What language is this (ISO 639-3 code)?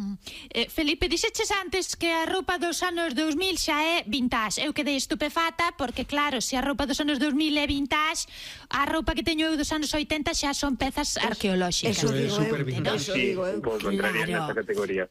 glg